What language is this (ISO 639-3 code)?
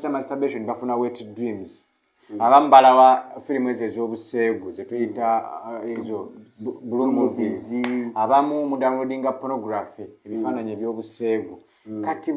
lug